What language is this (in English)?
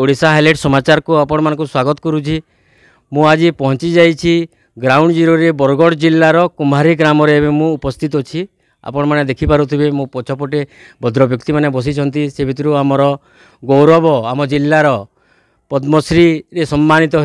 Odia